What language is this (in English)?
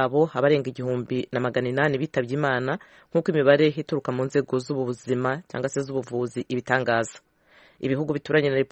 Kinyarwanda